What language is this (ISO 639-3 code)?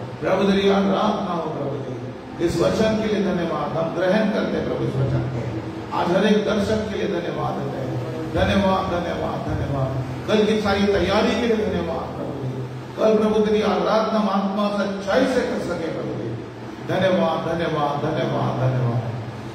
hin